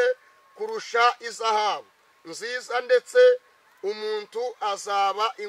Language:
Kinyarwanda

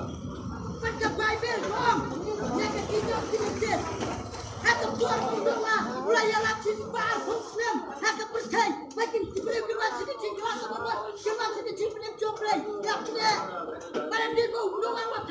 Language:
Khasi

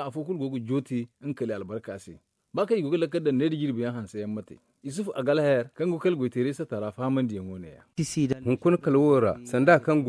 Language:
Zarma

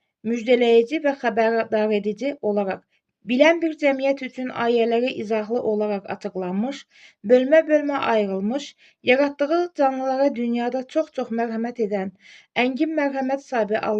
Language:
Azerbaijani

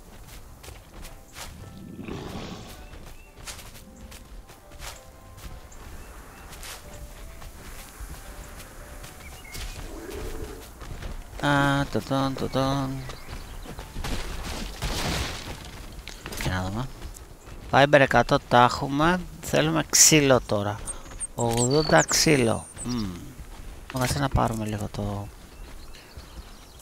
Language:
Greek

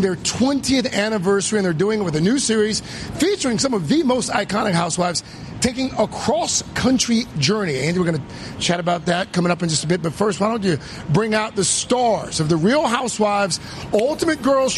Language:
English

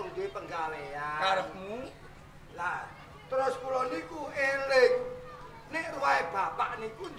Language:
Javanese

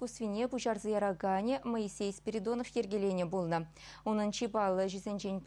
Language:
Chuvash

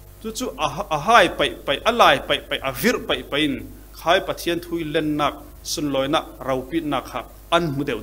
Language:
Falam Chin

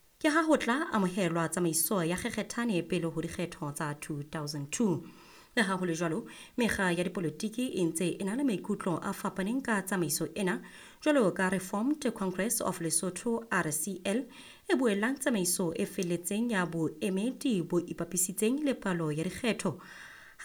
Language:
Southern Sotho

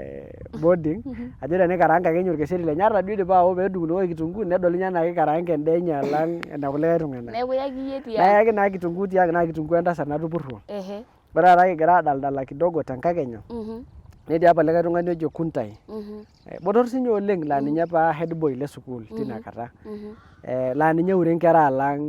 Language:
Masai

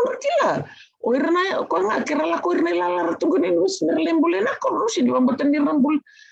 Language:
Fijian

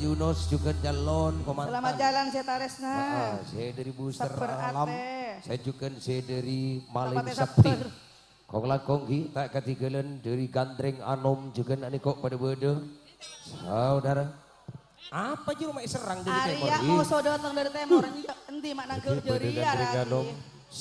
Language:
Madurese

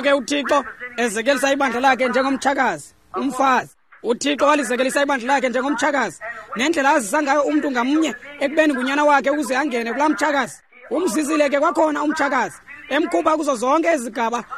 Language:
Xhosa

